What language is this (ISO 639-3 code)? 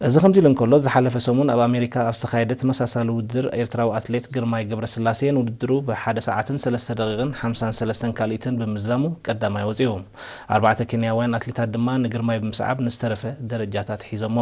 tir